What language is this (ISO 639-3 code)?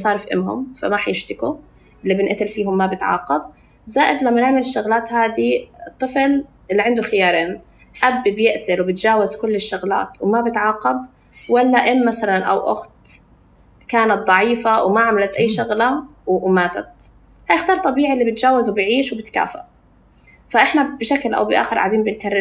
apc